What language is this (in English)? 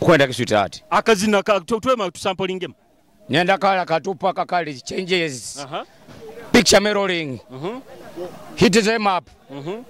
Nyoro